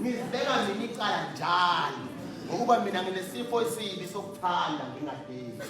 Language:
Zulu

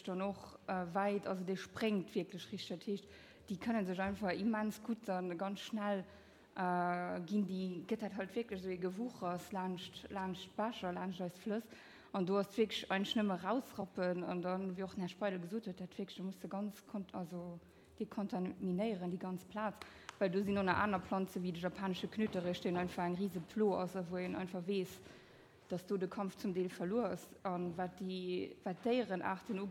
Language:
Luxembourgish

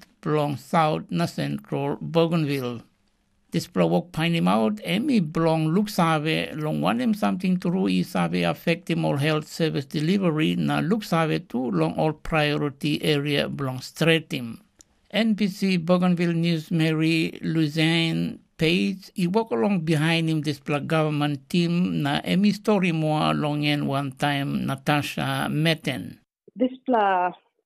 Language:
Tok Pisin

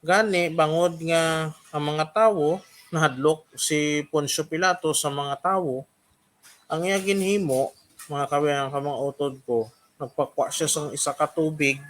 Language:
Hiligaynon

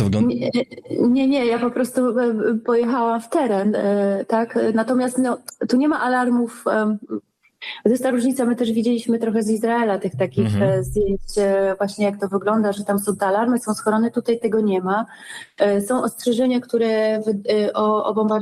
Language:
Polish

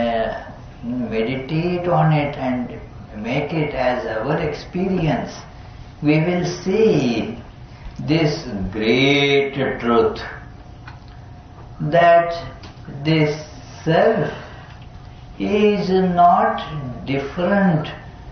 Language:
English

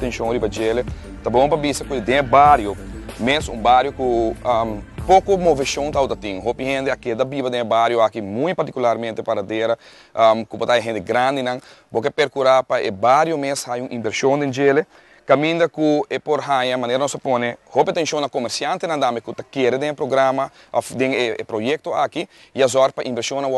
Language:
Papiamento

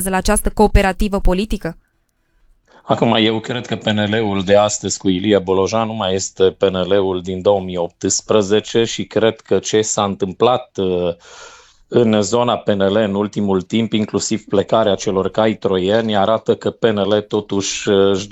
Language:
Romanian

